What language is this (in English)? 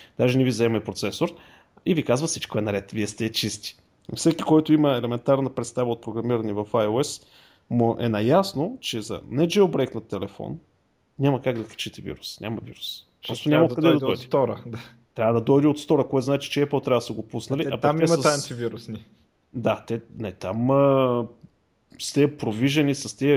Bulgarian